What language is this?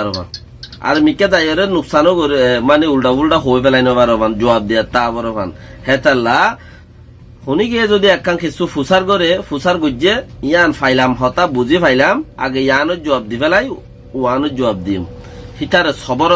Rohingya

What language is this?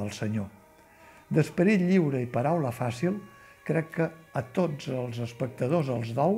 Catalan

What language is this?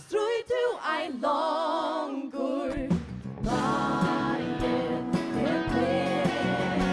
Faroese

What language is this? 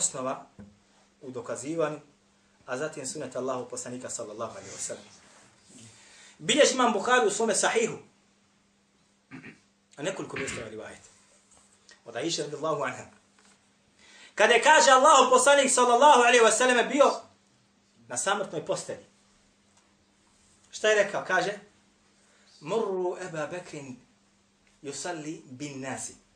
Bosnian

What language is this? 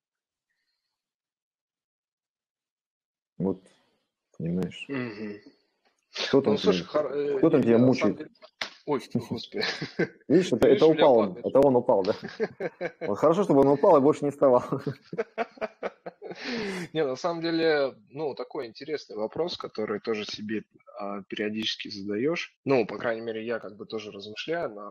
Russian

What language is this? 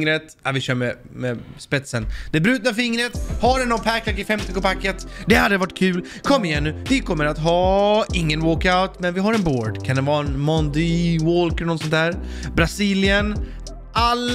Swedish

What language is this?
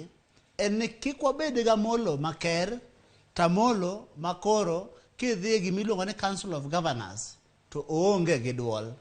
Luo (Kenya and Tanzania)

